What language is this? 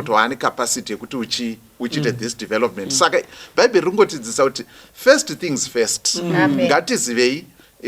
Shona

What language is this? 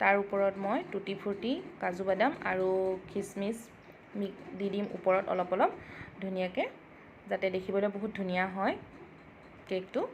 Assamese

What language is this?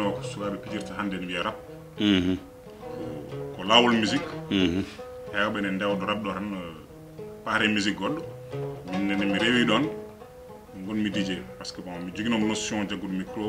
Fula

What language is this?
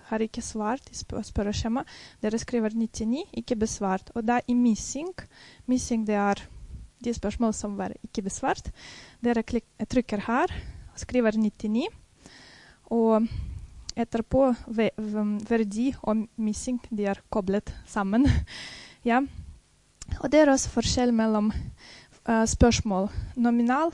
Norwegian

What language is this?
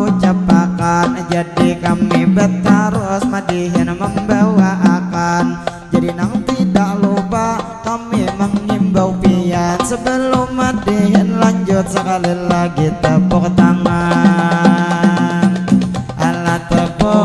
Banjar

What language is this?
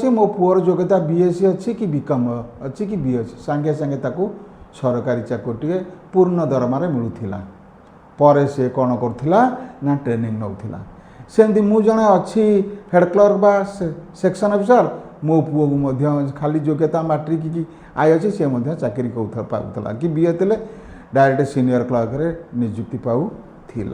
Odia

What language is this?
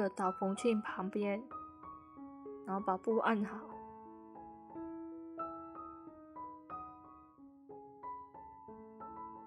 Chinese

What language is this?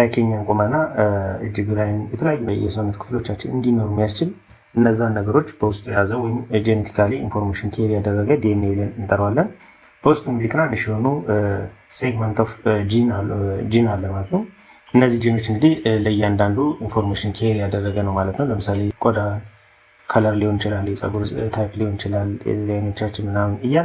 Amharic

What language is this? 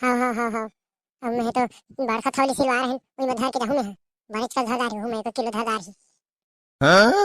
Chhattisgarhi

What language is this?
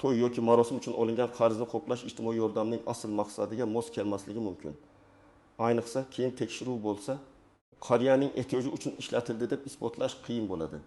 Uzbek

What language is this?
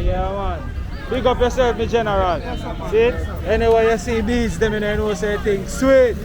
Jamaican Creole English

